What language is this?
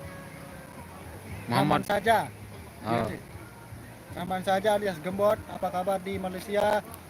Sasak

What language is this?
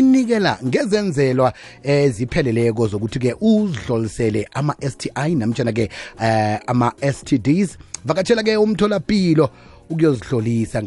South Ndebele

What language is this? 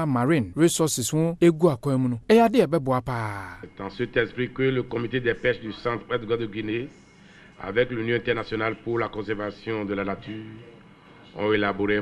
Akan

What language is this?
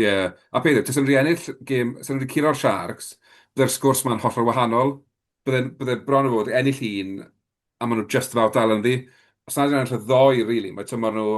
Welsh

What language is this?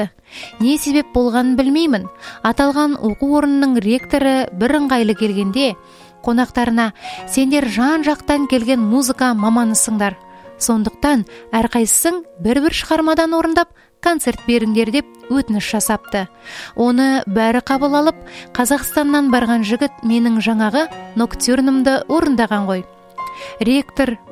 Kazakh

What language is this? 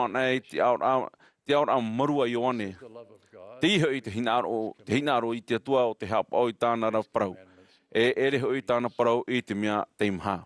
Tahitian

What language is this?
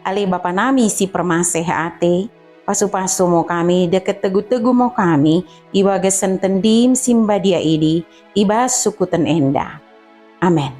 Batak Dairi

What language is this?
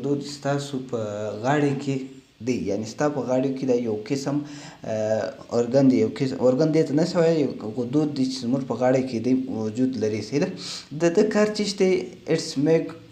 Pashto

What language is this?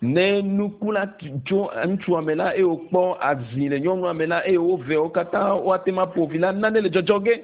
Ewe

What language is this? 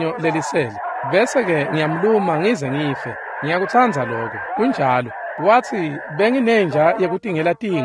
Swati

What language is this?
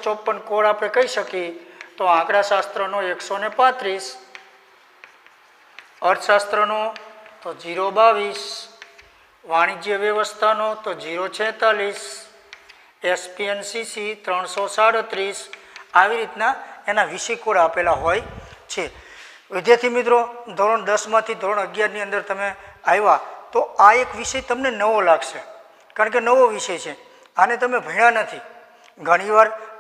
Gujarati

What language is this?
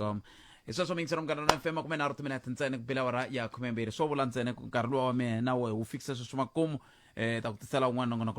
Tsonga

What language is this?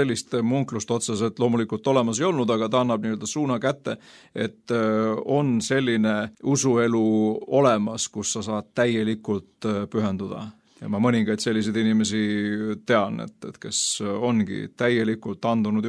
Estonian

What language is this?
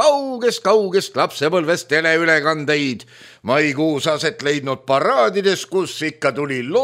Estonian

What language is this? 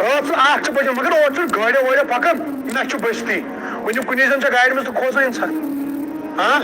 Kashmiri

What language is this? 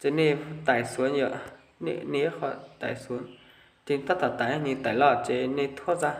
Hmong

